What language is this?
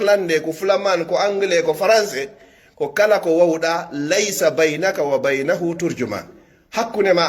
Pular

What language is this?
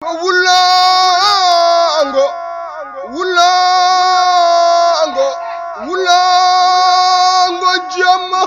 Fula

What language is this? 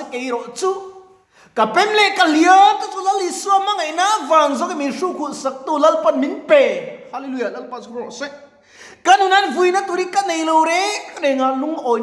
Mizo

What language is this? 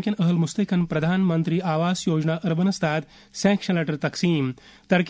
Kashmiri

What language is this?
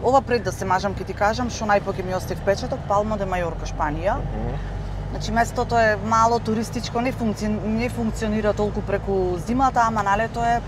Macedonian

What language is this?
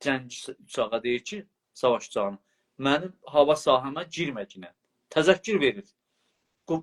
South Azerbaijani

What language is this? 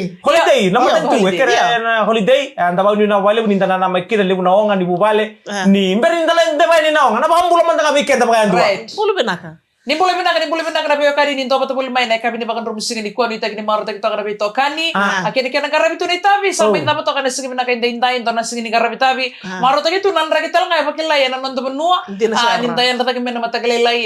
Fijian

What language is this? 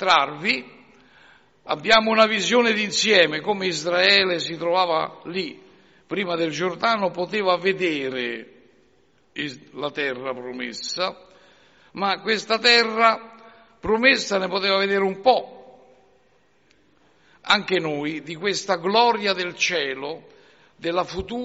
Italian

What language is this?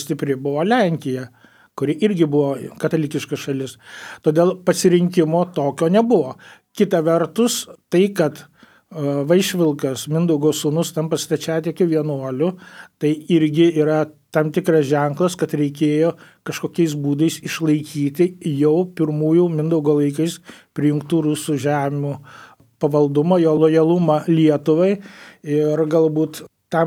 Lithuanian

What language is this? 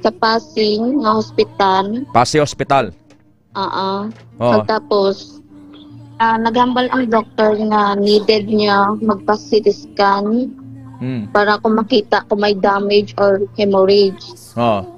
Hiligaynon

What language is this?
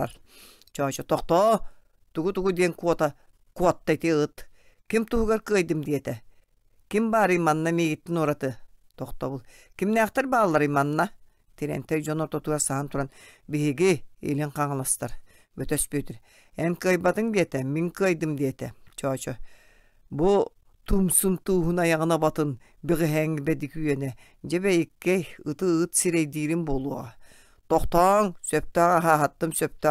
Yakut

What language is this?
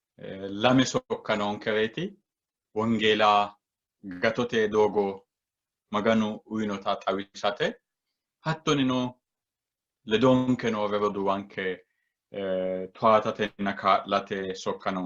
Sidamo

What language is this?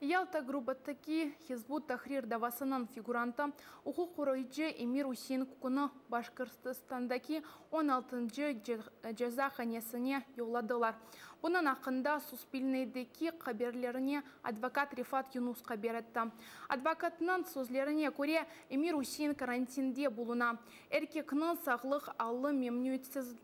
Crimean Tatar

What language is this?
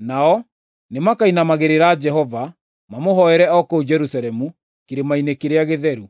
Kikuyu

